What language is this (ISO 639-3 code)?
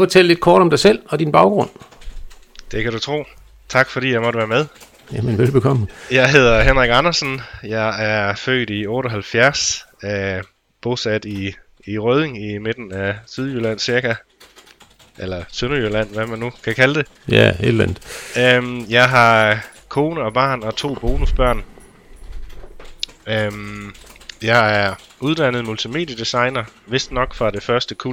dan